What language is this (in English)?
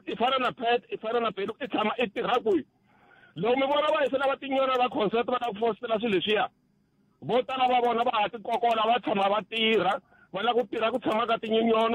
Tsonga